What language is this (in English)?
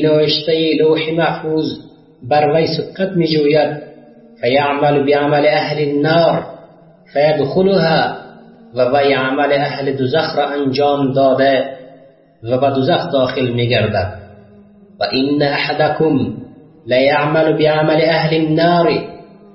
Tajik